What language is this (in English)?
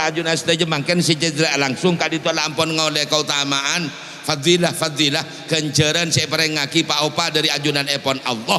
Madurese